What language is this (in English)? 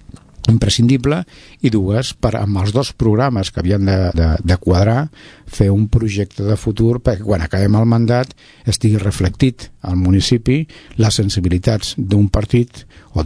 Catalan